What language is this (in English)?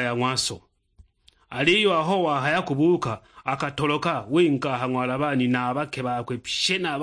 Sukuma